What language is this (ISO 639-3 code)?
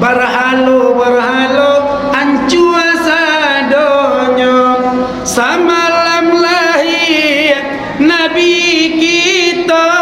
min